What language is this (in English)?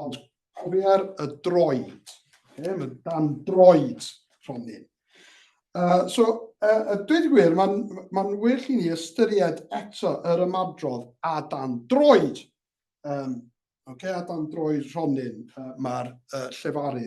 Welsh